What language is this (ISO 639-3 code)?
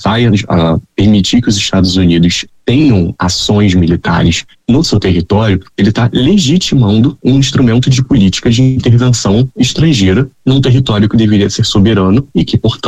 por